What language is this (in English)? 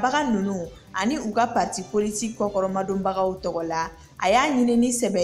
Bambara